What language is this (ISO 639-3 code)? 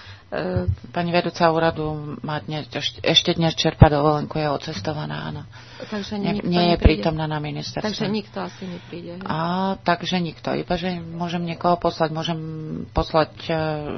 slk